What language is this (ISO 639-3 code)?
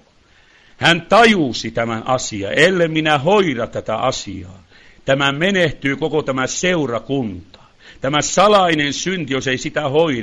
fin